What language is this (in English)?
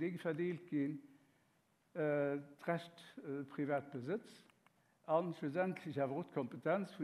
Luxembourgish